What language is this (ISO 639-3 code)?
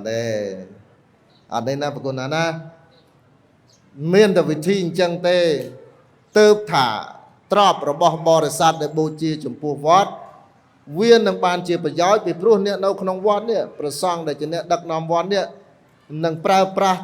khm